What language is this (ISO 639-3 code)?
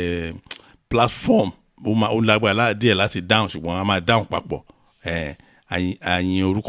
yor